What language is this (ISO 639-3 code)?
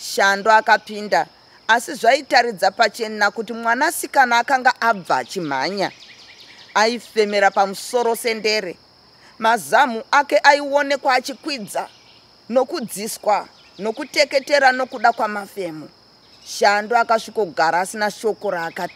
sna